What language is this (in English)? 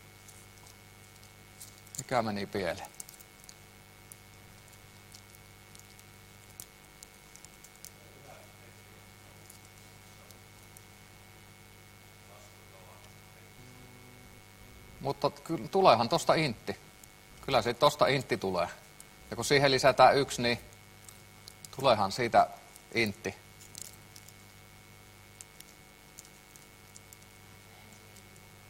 Finnish